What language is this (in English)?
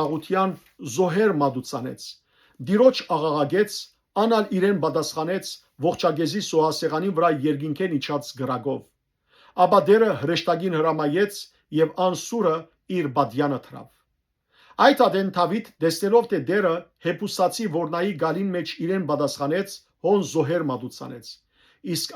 Western Armenian